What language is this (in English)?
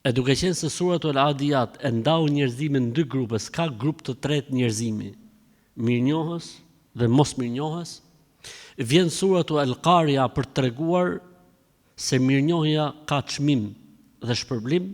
Albanian